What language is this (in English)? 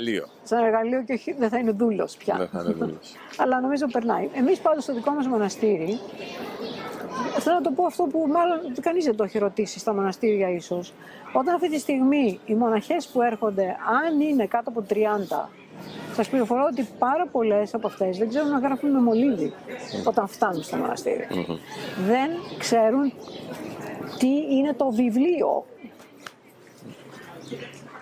Greek